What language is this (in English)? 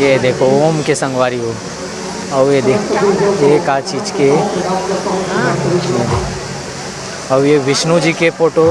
Chhattisgarhi